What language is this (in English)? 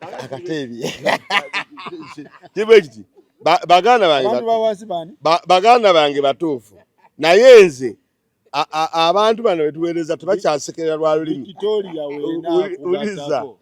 Ganda